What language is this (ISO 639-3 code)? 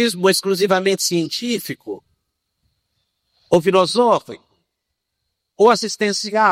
por